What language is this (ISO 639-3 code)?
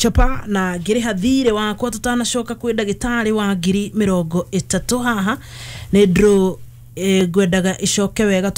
kik